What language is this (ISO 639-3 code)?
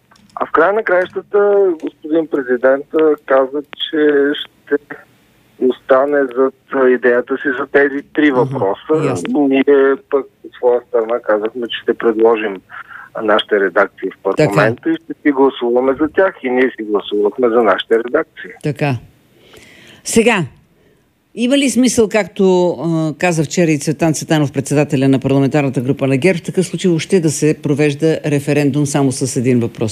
bul